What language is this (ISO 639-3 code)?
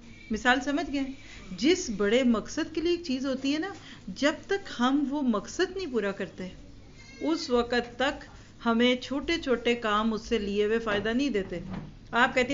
urd